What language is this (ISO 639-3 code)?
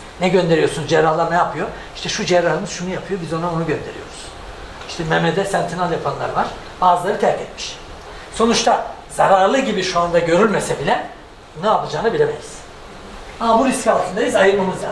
tur